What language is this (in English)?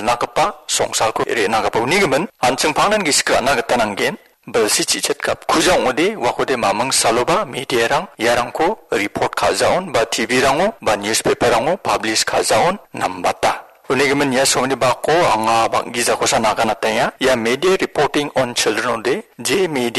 Garo